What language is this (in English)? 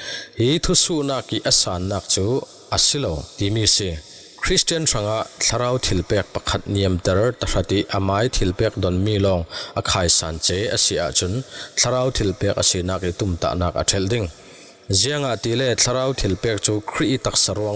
Falam Chin